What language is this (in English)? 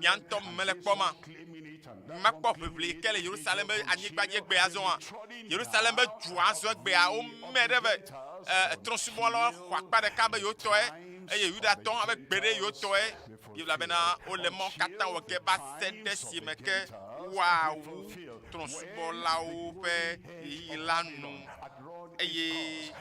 Ewe